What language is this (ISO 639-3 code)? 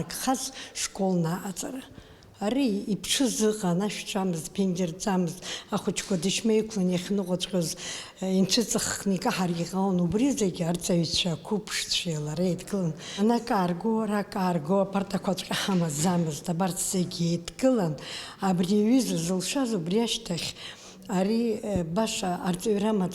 abk